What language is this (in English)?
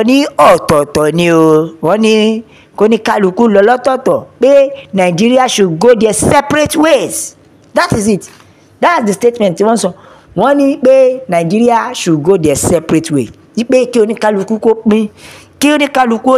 Yoruba